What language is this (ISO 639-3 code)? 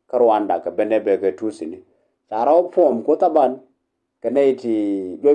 nus